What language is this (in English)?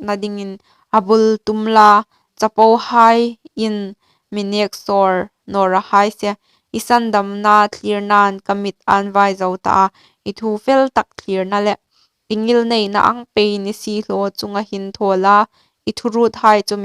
Hmar